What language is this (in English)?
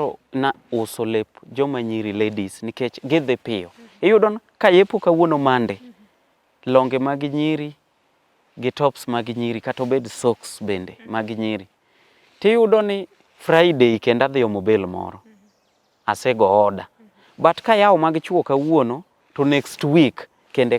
Luo (Kenya and Tanzania)